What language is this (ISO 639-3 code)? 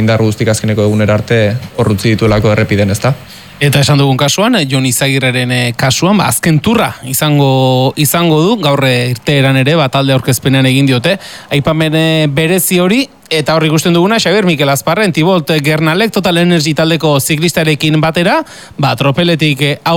eus